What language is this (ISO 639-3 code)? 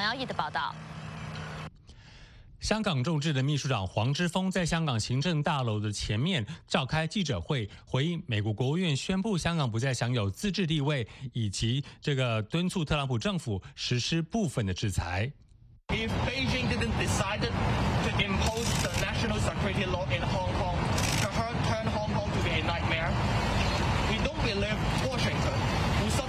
zho